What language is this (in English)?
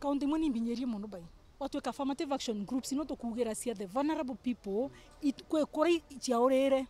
Meru